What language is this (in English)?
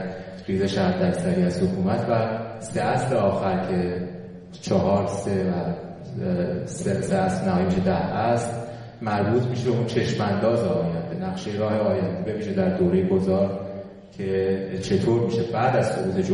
Persian